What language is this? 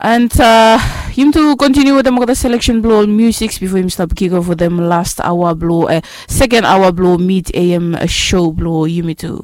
Bislama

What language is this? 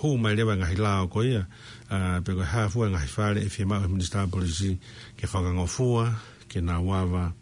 Tongan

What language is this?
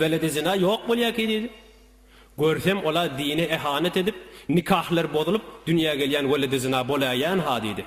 Turkmen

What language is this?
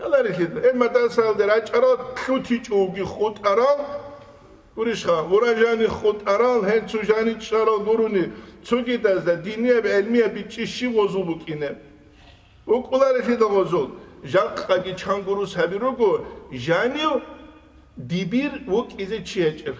Avaric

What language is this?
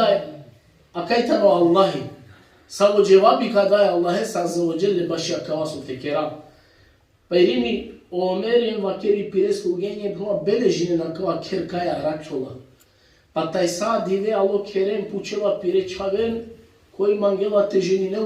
Balkan Romani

